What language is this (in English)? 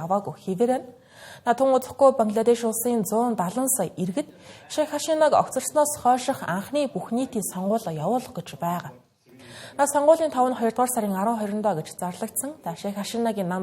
Mongolian